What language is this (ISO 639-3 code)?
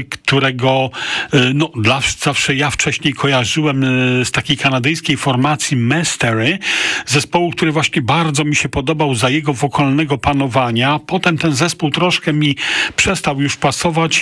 pol